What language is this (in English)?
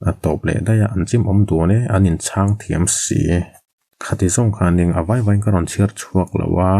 Mizo